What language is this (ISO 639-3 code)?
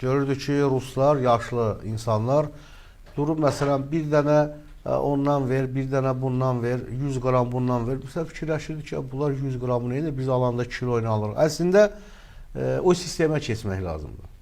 aze